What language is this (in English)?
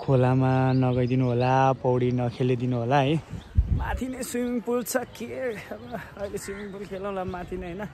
Nepali